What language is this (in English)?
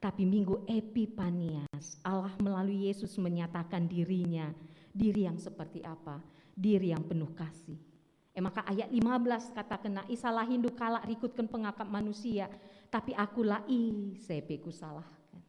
Batak Karo